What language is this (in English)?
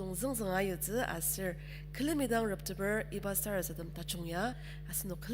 Ao Naga